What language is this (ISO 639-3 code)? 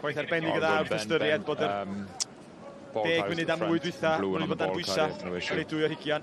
cym